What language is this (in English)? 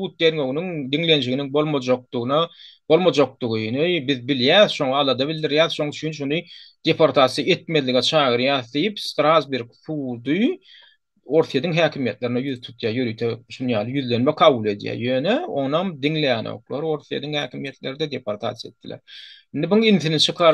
Turkmen